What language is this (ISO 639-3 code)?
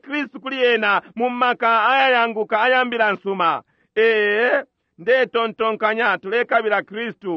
bem